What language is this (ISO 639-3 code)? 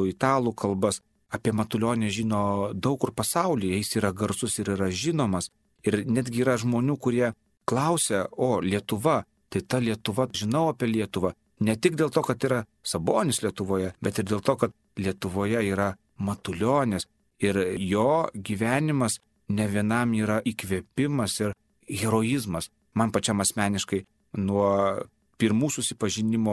lit